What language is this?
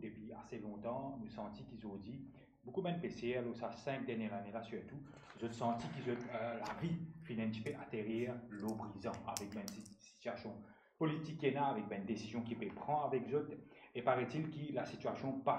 Morisyen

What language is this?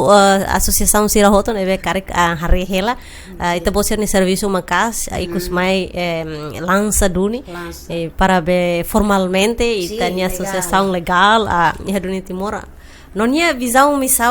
Tetum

